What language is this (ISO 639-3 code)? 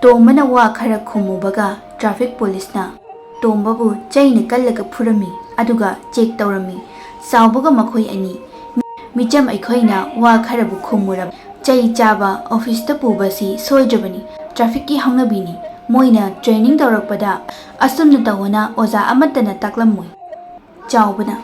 mni